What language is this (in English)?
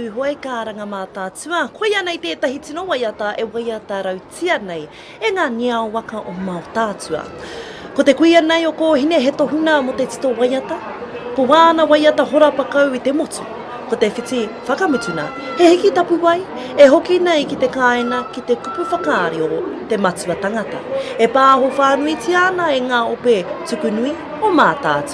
Māori